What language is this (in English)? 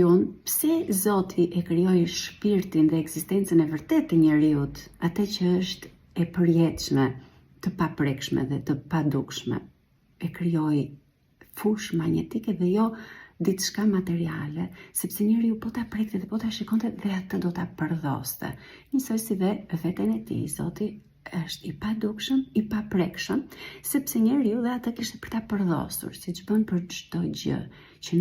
Albanian